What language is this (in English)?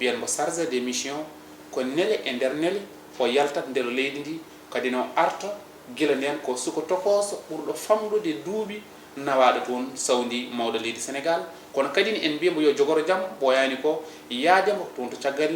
Fula